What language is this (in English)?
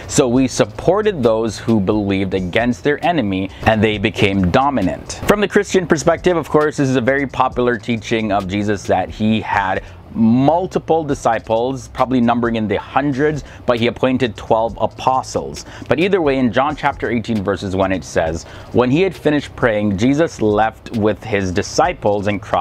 English